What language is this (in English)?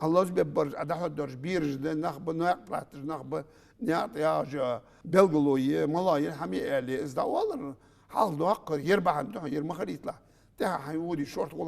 Ingush